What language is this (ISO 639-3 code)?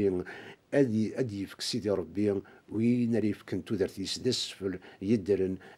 kab